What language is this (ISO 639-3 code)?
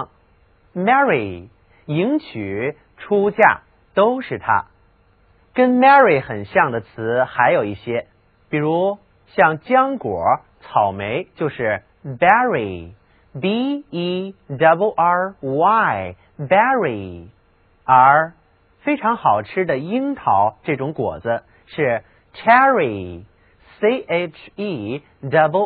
zho